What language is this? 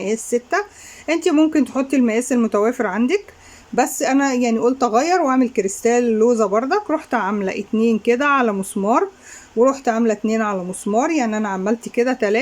Egyptian Arabic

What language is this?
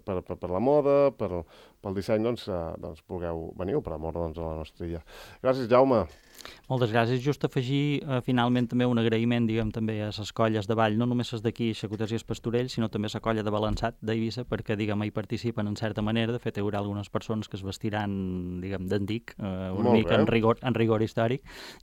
Catalan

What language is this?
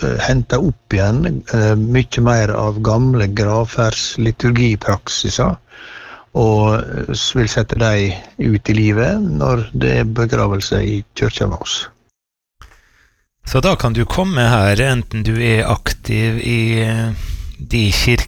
Norwegian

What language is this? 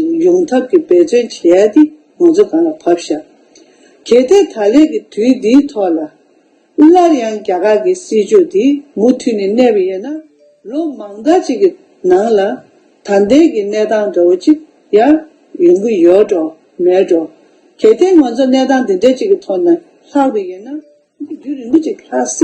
Tibetan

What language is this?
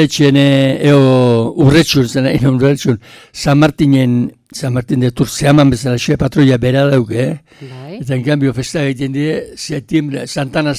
Basque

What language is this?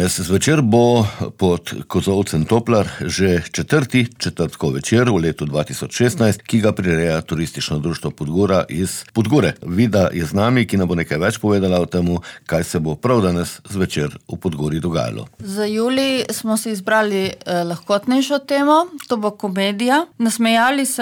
Slovenian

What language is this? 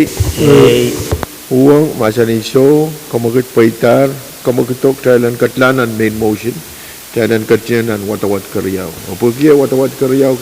Pohnpeian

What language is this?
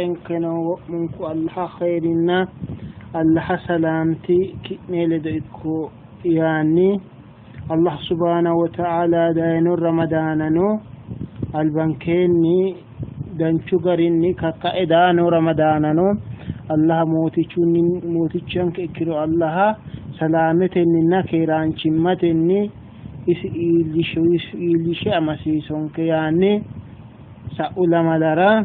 Sidamo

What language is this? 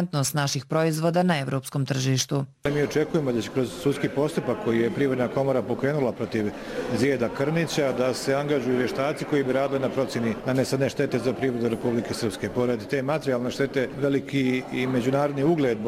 Bosnian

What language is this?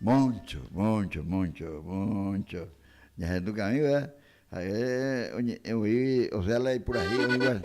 Guarani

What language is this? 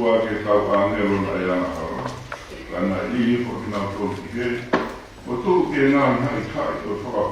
Tongan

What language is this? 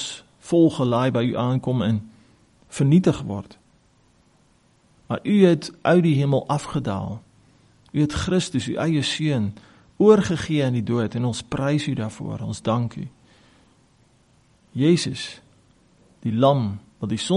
Afrikaans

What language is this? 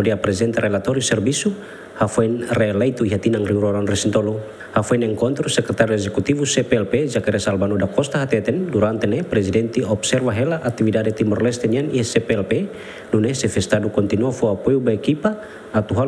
Tetum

